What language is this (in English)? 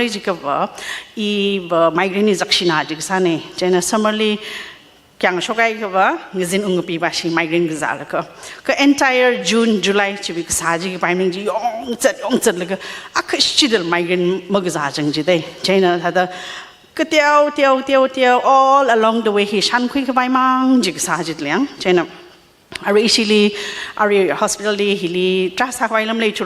Tangkhul Naga (India)